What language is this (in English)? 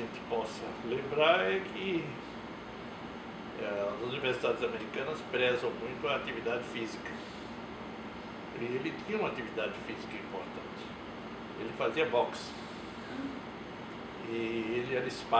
Portuguese